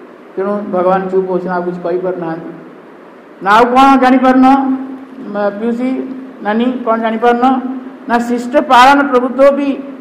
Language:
Odia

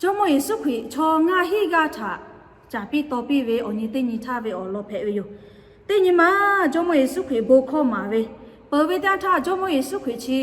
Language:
Lahu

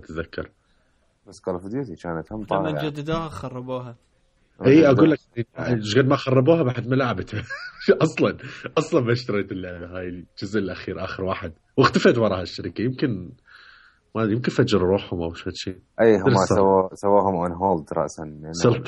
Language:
Mesopotamian Arabic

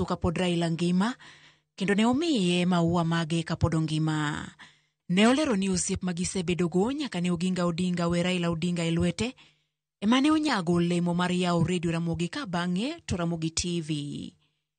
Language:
Luo (Kenya and Tanzania)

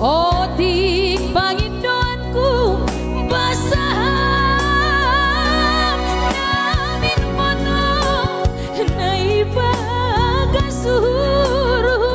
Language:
Batak Simalungun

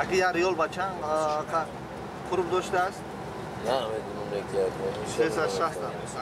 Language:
Tajik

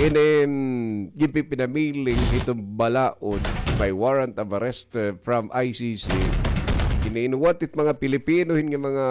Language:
Waray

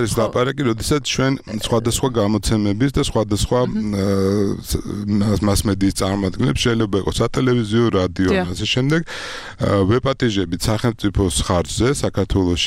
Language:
Georgian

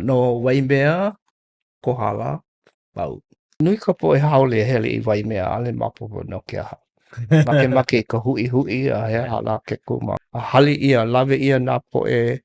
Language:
Hawaiian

